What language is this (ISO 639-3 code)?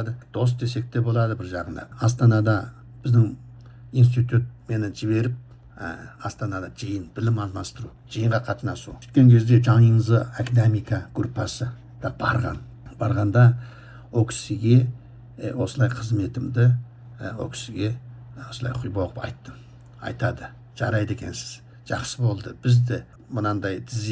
kaz